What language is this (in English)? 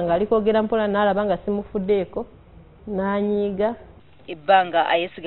Ganda